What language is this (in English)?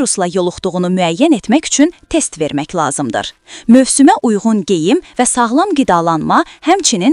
Azerbaijani